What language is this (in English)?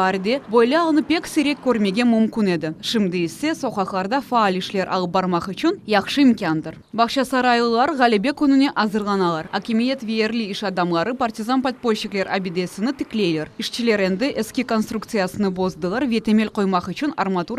Crimean Tatar